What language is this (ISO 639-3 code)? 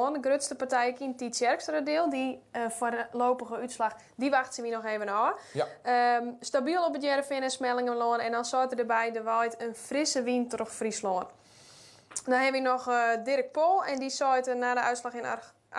fry